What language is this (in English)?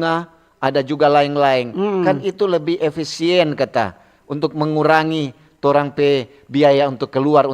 Manado Malay